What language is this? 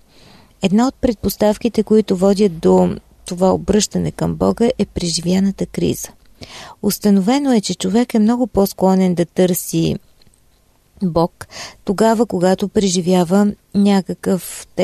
Bulgarian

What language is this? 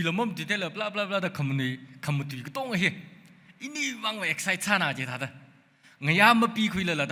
Tangkhul Naga (India)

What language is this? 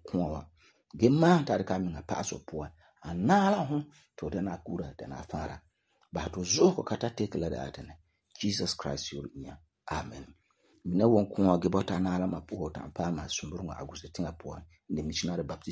Frafra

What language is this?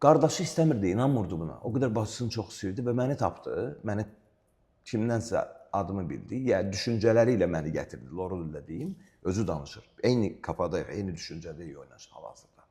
Azerbaijani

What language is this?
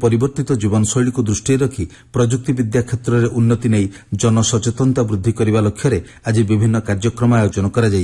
Odia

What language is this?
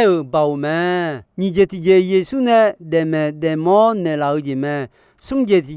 Akha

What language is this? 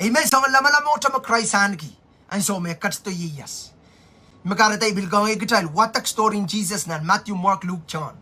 Pohnpeian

